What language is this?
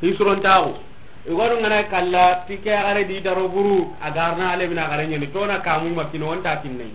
Soninke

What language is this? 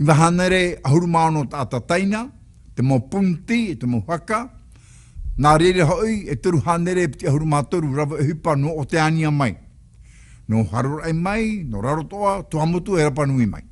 Tahitian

